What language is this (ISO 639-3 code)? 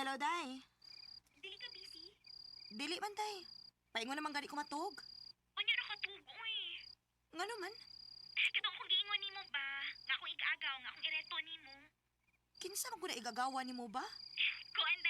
ceb